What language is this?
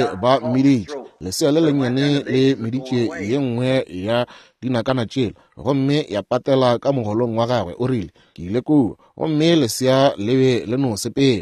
Northern Sotho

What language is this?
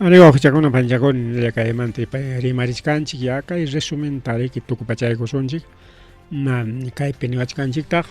Ayacucho Quechua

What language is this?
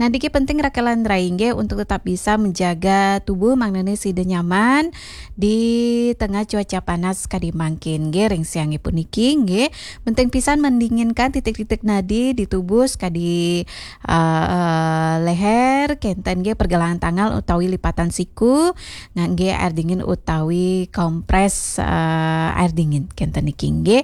Balinese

